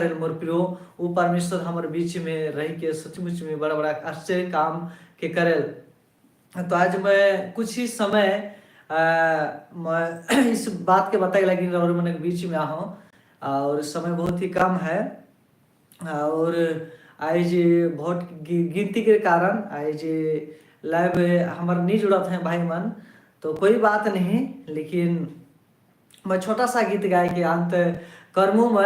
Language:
Sadri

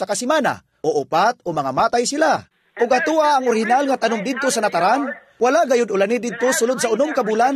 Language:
Cebuano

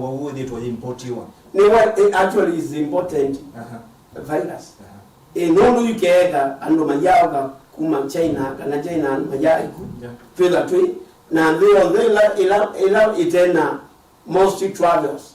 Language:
Kamba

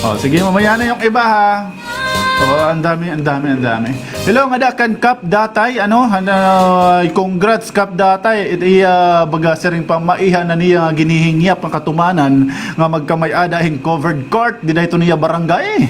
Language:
Waray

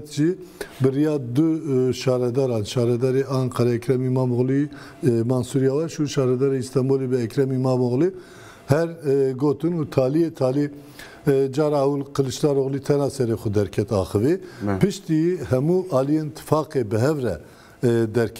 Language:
Kurdish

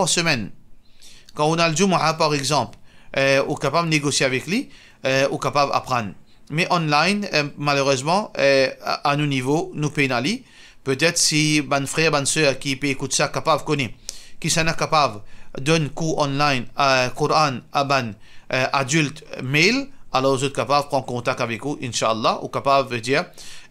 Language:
Morisyen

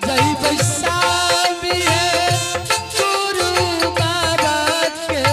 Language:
Angika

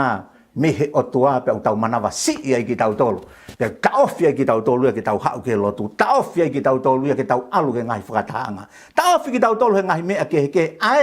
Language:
Tongan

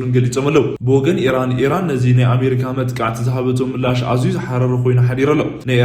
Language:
Tigrinya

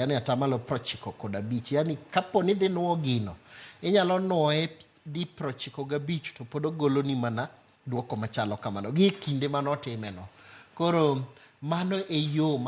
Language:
Luo (Kenya and Tanzania)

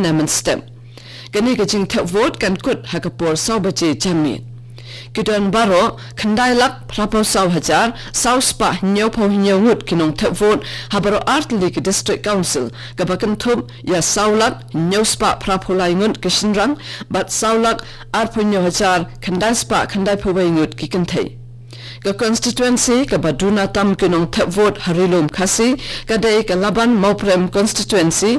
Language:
Khasi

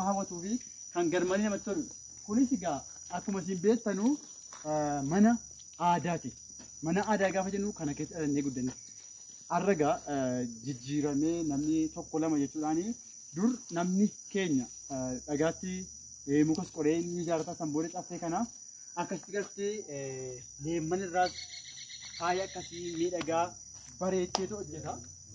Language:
Oromo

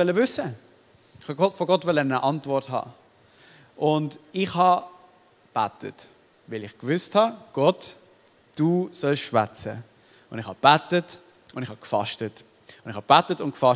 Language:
Swiss German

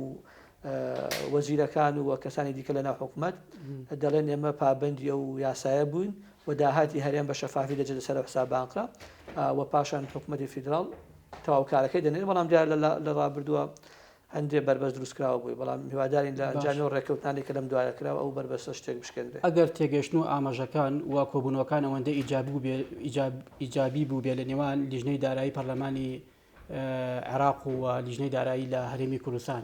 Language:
Central Kurdish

